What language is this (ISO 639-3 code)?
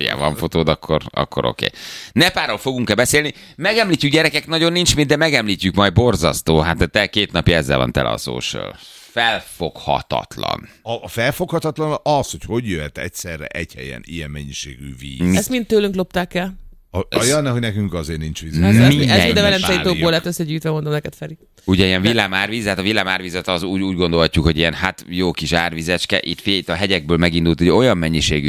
hun